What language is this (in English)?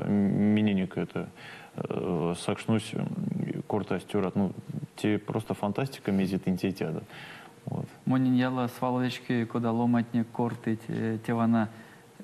Erzya